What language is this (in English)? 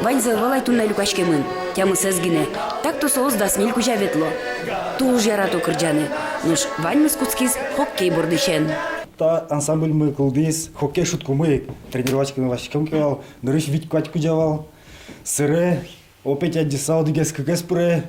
Udmurt